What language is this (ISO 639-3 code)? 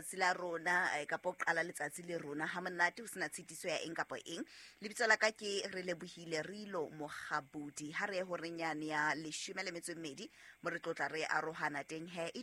sot